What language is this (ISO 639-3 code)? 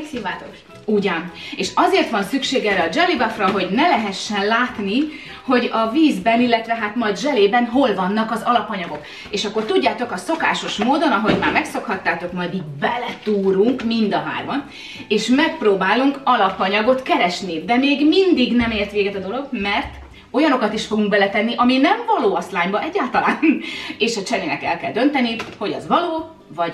hun